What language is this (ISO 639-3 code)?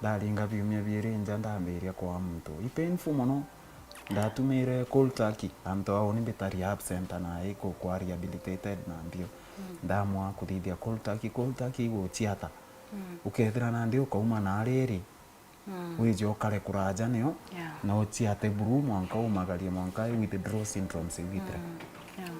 mer